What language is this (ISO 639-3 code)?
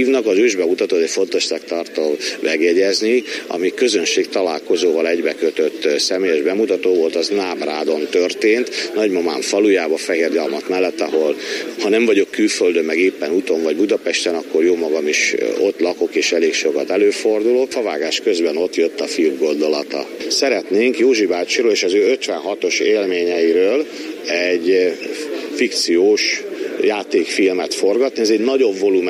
hun